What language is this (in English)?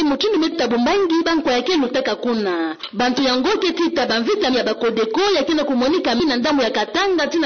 Kituba (Democratic Republic of Congo)